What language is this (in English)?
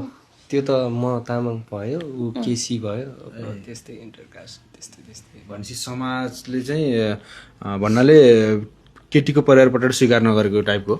Nepali